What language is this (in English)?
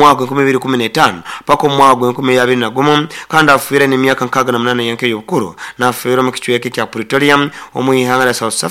Nyoro